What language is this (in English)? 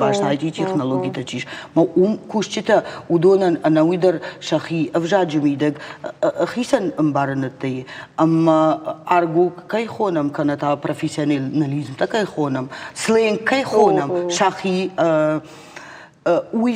Ossetic